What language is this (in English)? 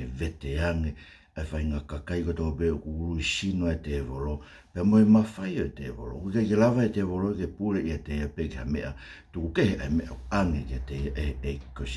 Tongan